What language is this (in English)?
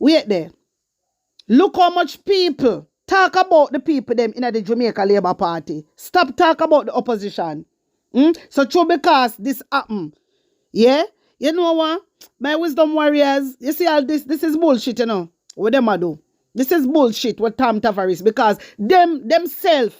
Jamaican Creole English